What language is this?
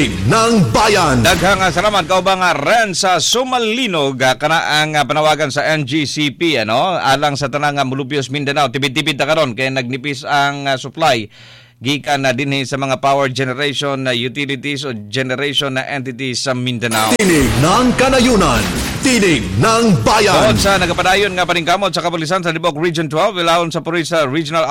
Cebuano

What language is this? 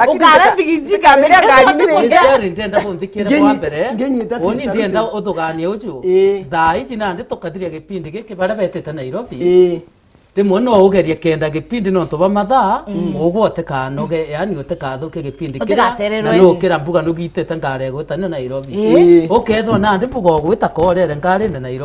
Meru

